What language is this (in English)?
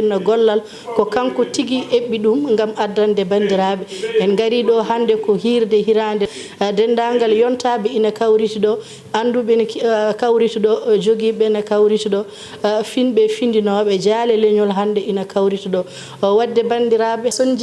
Fula